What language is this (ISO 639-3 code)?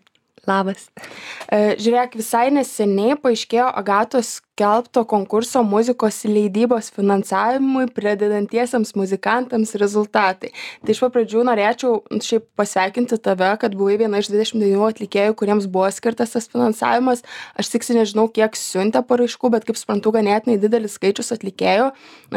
lit